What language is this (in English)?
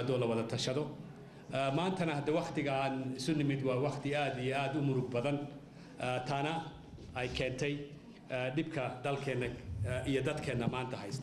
Somali